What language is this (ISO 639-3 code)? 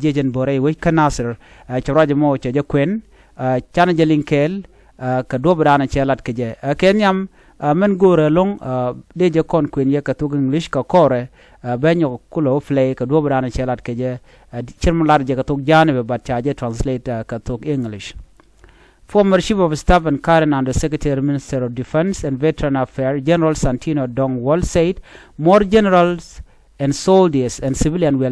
nus